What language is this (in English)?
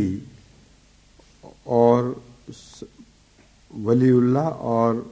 Urdu